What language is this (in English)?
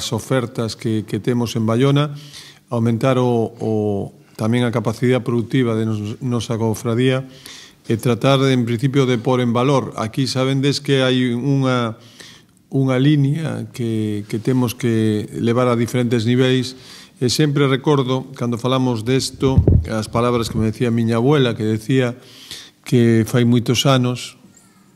Galician